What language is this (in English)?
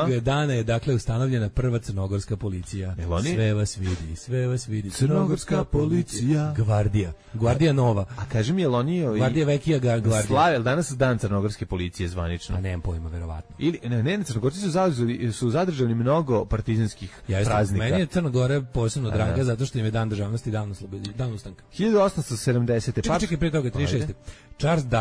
Serbian